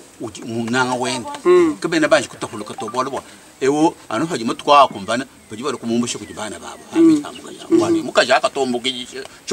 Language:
Luba-Lulua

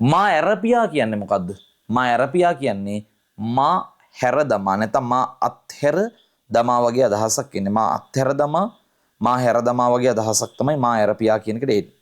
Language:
Sinhala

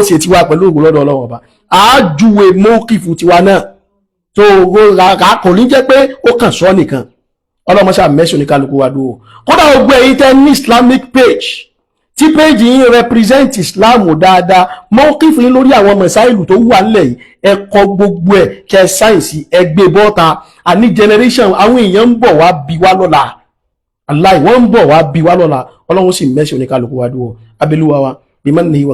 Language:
Yoruba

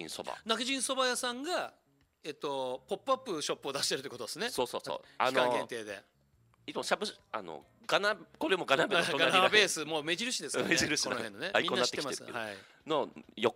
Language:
Japanese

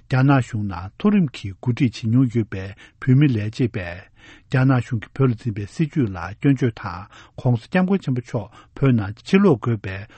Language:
Tibetan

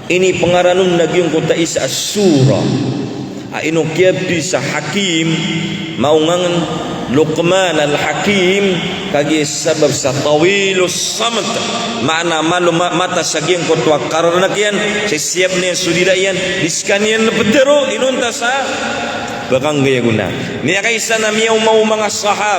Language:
Maranao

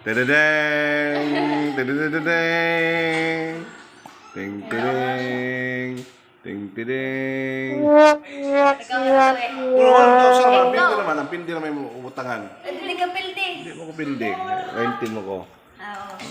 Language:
Cebuano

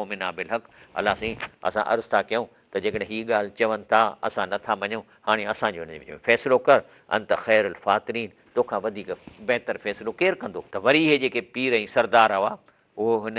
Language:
Sindhi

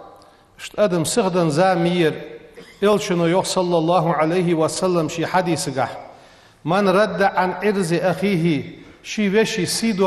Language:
Ingush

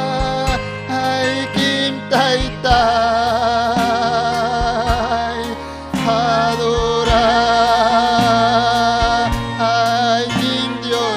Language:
Ayacucho Quechua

